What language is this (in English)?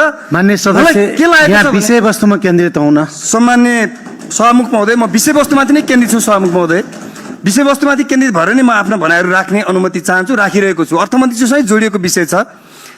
Nepali